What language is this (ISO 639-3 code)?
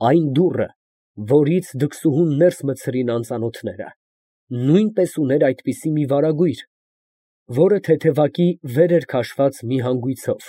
hye